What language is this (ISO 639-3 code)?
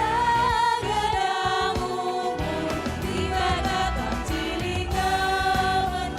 btx